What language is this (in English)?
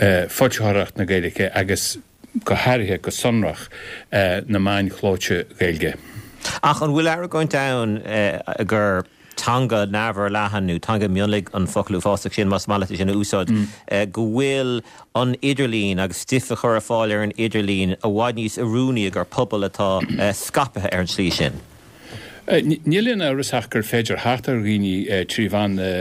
Irish